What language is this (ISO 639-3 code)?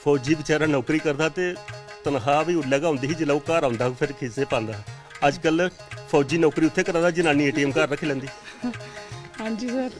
doi